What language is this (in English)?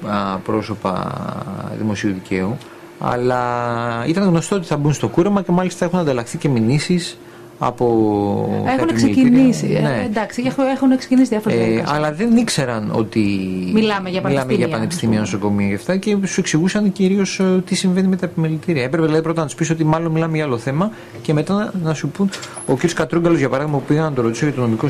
Greek